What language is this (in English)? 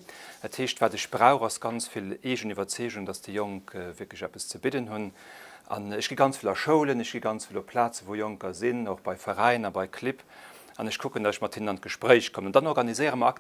Luxembourgish